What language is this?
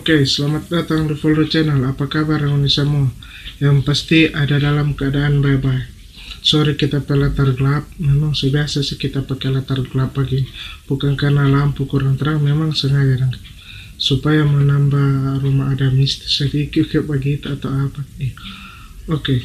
Manado Malay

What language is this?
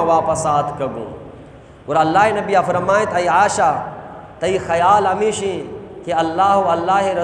Eastern Balochi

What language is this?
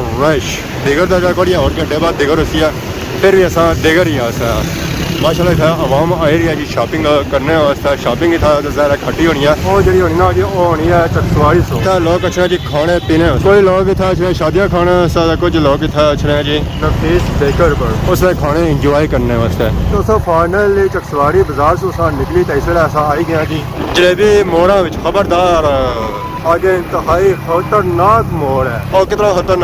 Pahari-Potwari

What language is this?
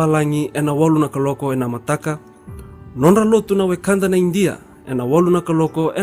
Fijian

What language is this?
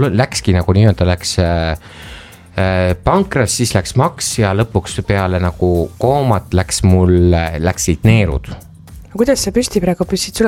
Estonian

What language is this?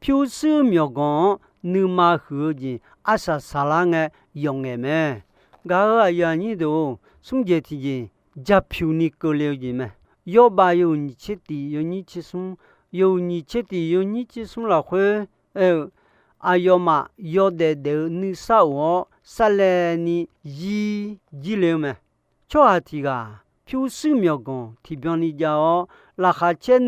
Akha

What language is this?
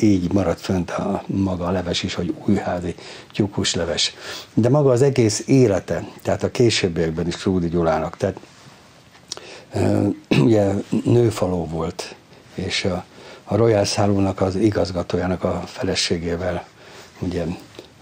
Hungarian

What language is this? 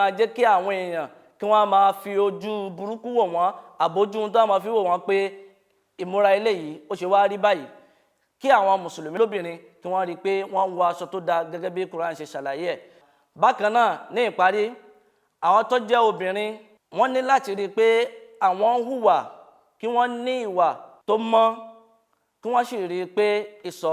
Yoruba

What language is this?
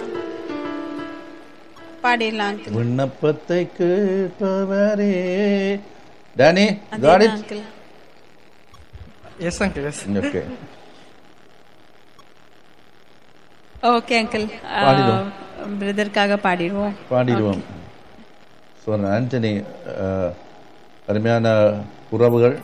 Tamil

